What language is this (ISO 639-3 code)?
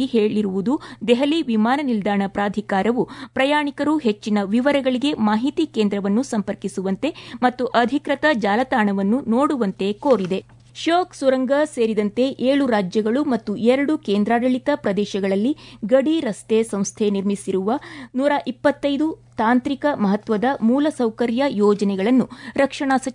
kan